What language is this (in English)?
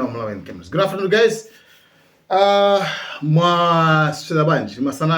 Nyanja